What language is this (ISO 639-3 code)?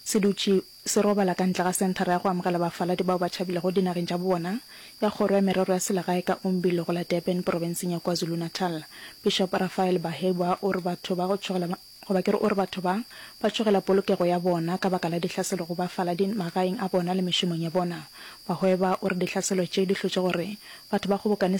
nso